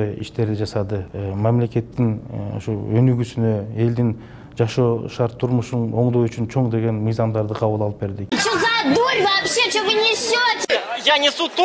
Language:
Kyrgyz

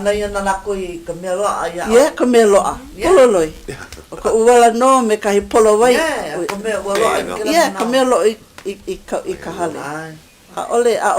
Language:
Hawaiian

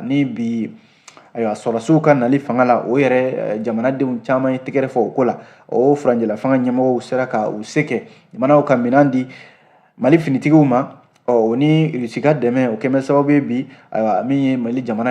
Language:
Bambara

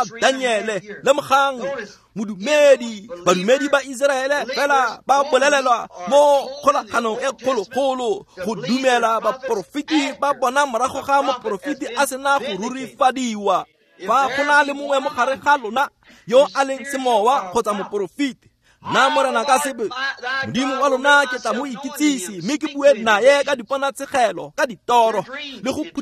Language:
Tswana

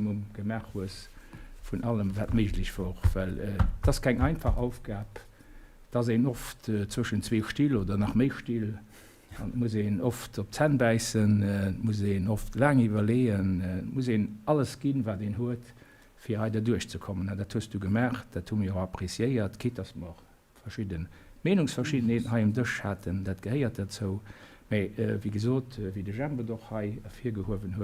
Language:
Luxembourgish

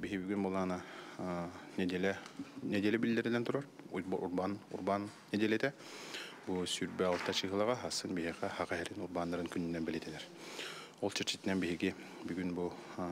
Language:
Yakut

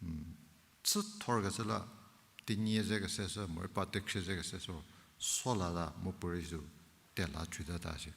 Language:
Angami Naga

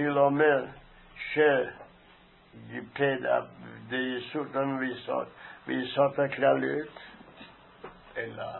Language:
Hebrew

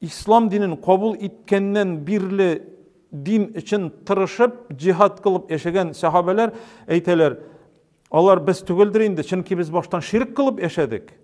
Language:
Tatar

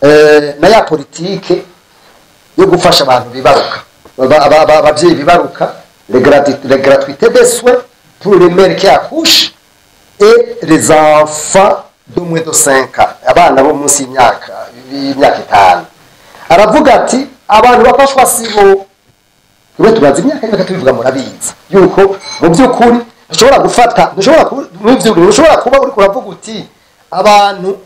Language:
Rundi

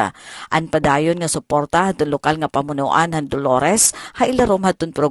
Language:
Waray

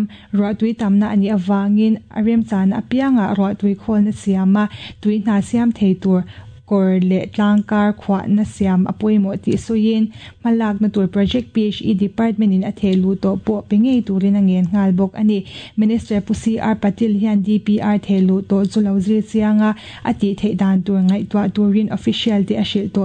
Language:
Mizo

